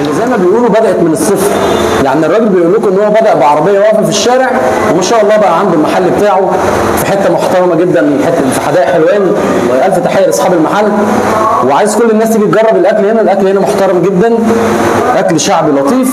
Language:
Egyptian Arabic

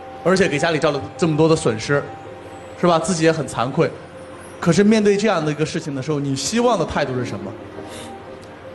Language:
Chinese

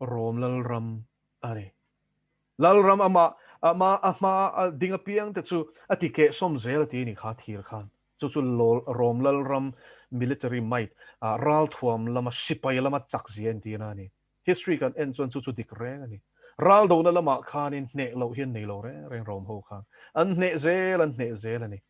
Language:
Mizo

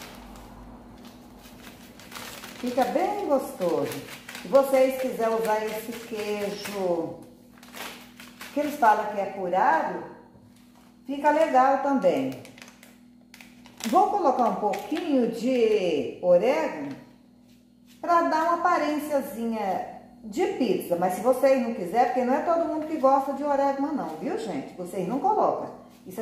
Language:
Portuguese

